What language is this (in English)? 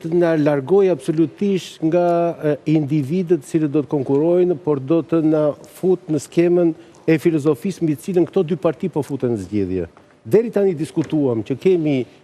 Albanian